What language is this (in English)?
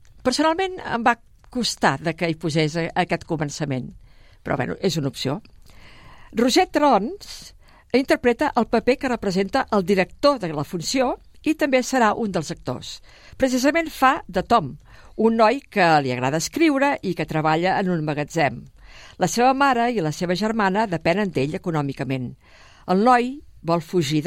Catalan